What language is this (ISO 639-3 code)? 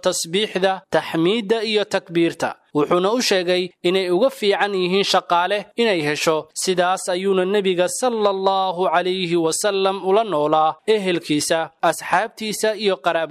som